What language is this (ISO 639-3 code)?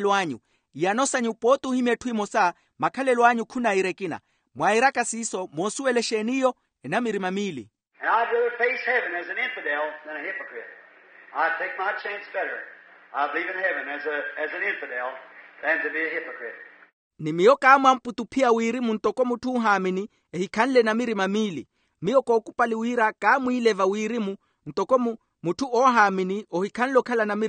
vmw